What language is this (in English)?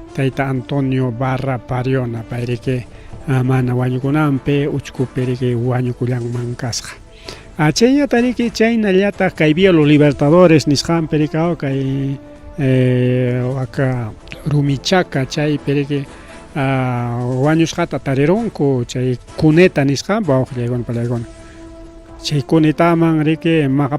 Ayacucho Quechua